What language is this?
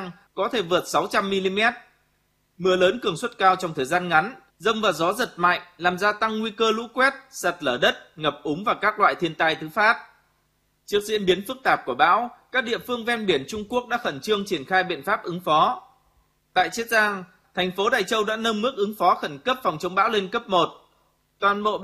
Vietnamese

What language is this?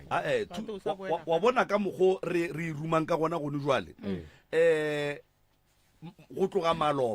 Northern Sotho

